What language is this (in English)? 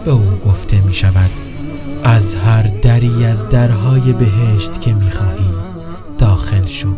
Tajik